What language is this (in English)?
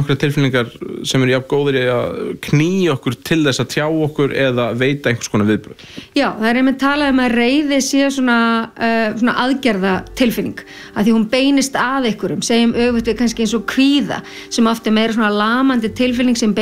Icelandic